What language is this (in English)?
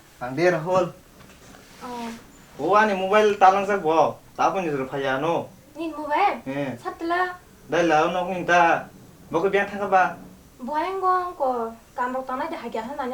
Kok Borok